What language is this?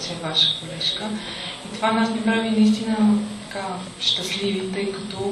Bulgarian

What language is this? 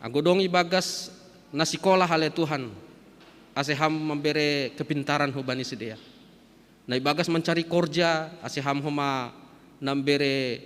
Batak Simalungun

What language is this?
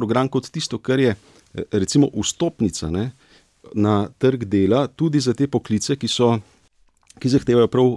Slovenian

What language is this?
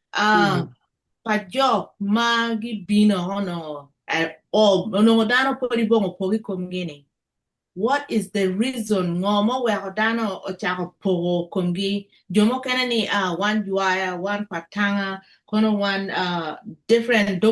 Acoli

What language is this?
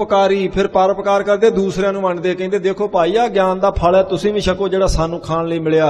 Punjabi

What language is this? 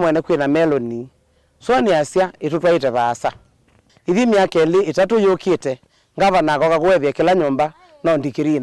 Kamba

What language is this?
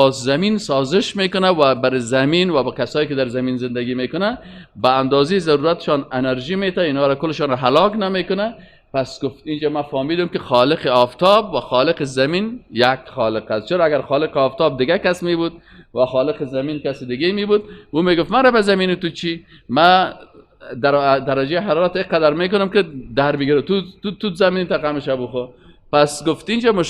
Persian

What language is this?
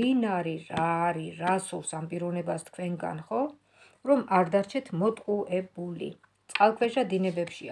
Georgian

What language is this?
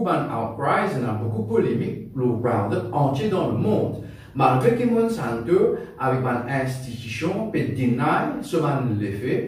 Morisyen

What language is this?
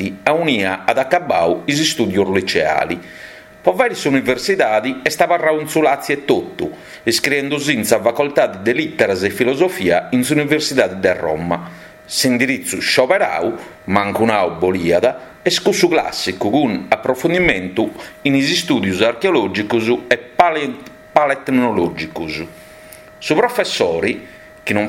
Sardinian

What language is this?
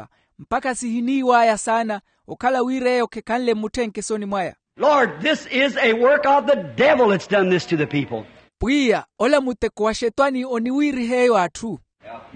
Makhuwa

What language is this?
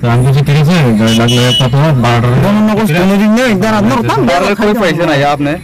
Riang (India)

